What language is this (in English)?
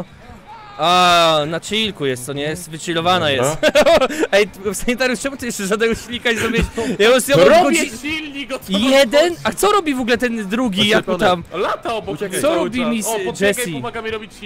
Polish